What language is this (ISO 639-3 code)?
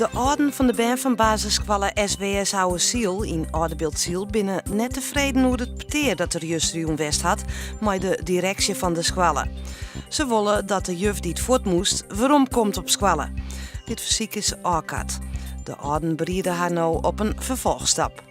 fry